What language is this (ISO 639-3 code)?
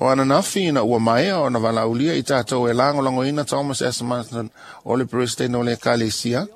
smo